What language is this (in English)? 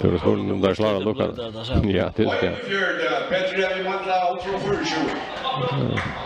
Faroese